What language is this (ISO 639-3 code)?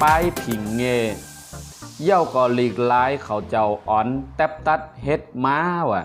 shn